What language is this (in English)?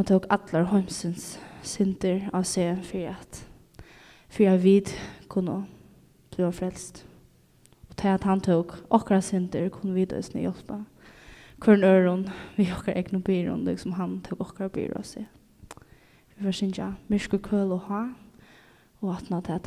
Faroese